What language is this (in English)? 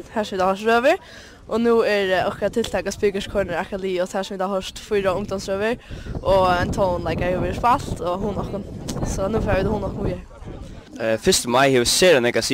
Faroese